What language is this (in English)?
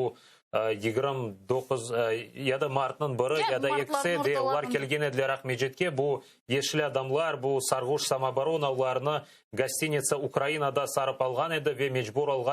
Crimean Tatar